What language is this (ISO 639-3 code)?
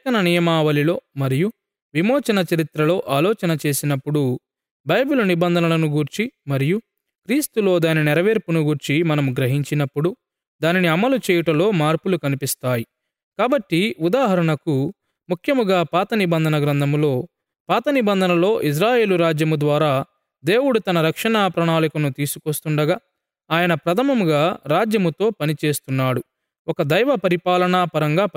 tel